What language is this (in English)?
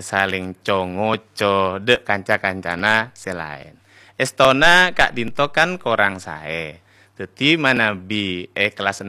Madurese